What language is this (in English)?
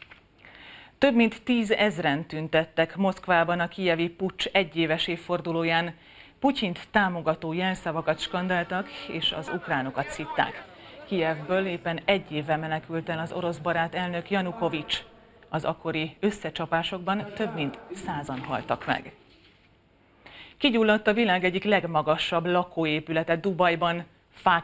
Hungarian